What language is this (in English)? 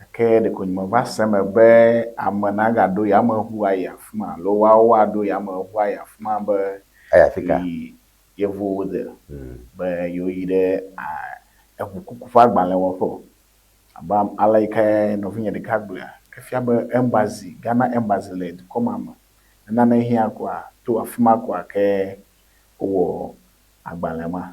Ewe